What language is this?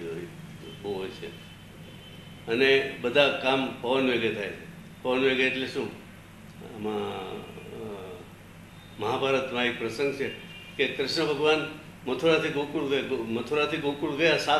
Gujarati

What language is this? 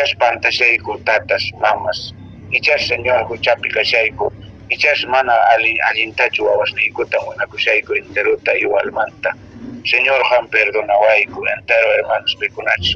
Quechua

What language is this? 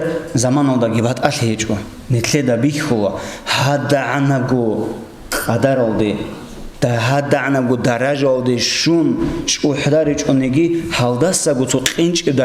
Avaric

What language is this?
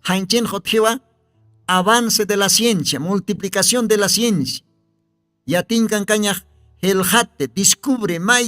Aymara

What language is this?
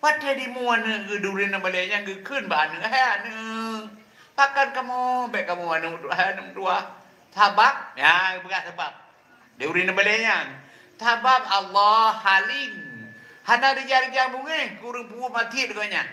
Achinese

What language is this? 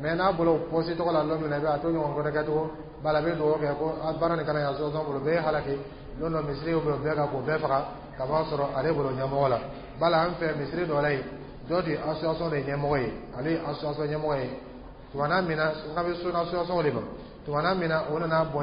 Dyula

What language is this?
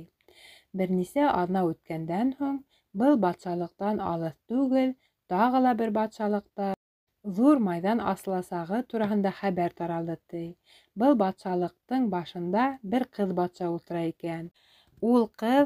Bashkir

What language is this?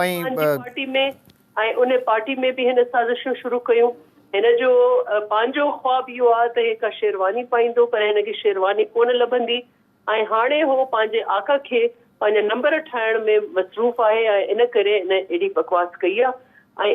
Sindhi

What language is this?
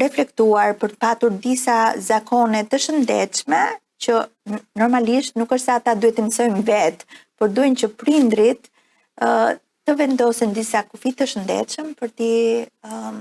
Albanian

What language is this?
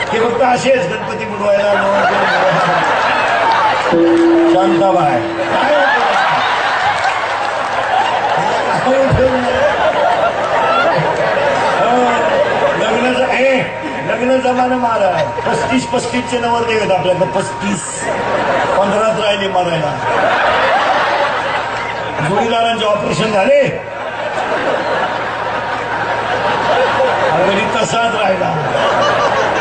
Marathi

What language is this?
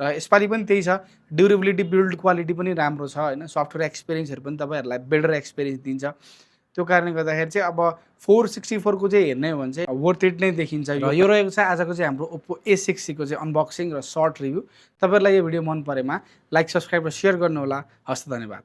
Nepali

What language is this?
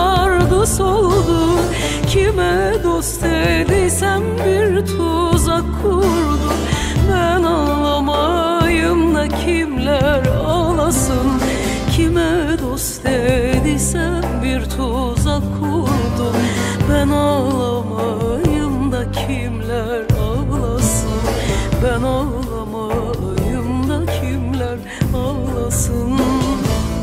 Turkish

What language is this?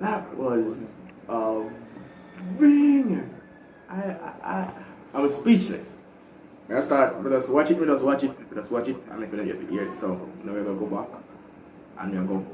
Jamaican Creole English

